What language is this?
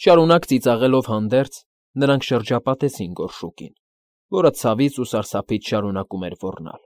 Armenian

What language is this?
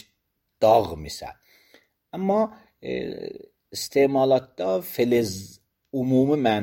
Azerbaijani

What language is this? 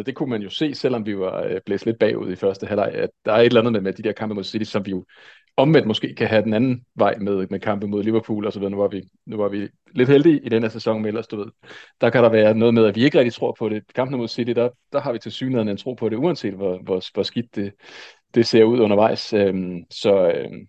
Danish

